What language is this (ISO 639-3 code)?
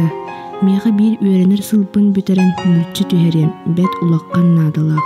sah